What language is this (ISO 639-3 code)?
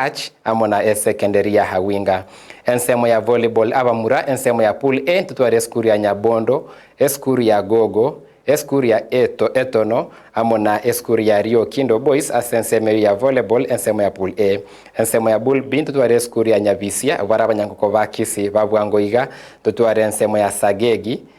guz